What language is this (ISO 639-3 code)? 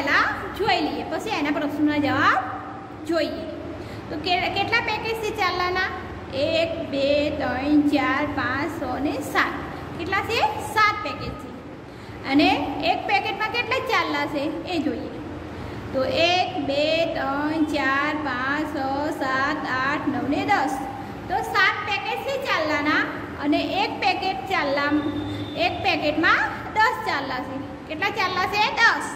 guj